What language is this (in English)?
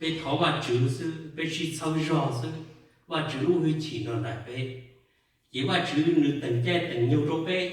Hmong